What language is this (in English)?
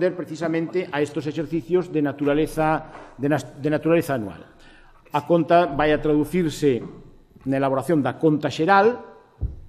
Galician